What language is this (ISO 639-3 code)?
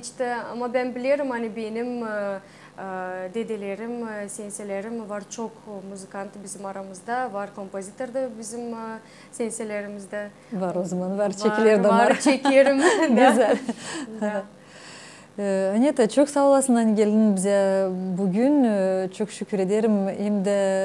gag